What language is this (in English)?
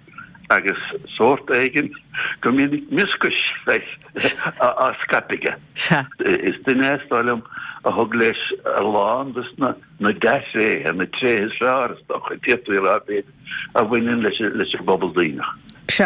Irish